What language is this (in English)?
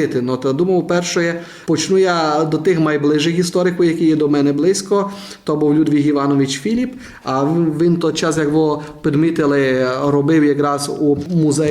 Rusyn